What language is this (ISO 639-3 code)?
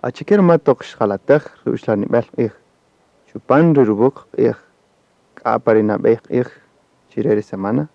cak